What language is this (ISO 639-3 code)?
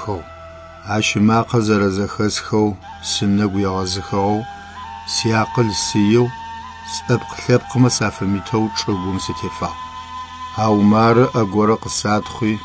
ady